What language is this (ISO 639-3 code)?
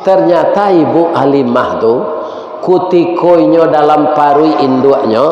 min